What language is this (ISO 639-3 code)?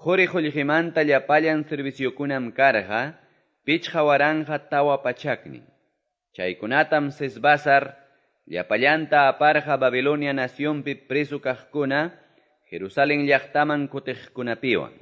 que